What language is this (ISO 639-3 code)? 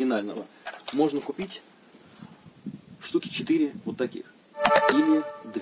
rus